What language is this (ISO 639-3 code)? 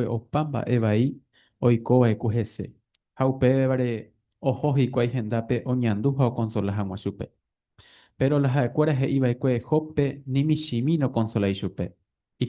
grn